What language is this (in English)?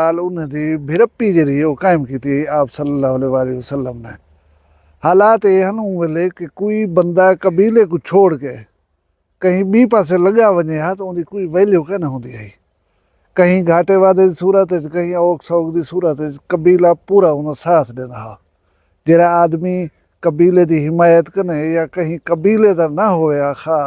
Saraiki